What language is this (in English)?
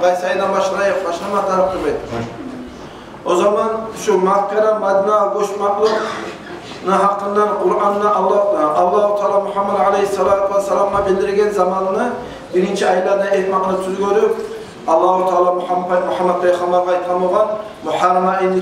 Kumyk